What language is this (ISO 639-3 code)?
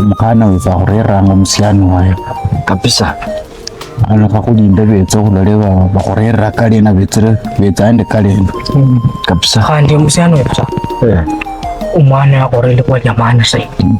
luy